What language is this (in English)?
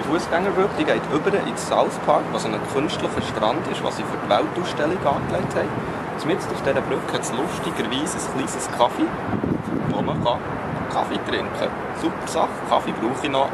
Swiss German